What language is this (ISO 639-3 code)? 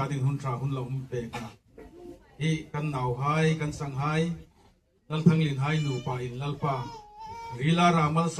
hmr